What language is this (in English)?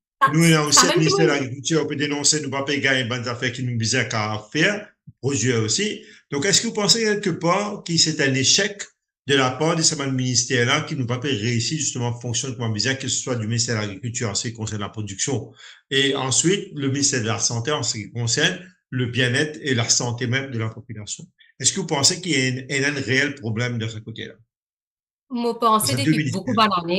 Morisyen